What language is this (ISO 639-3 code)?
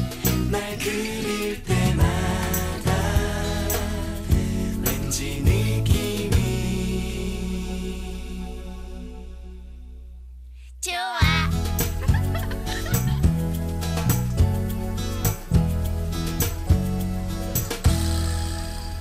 kor